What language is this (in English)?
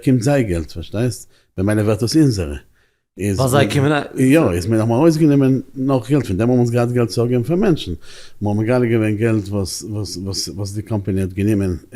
Yiddish